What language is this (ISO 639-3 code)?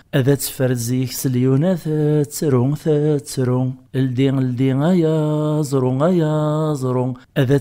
kab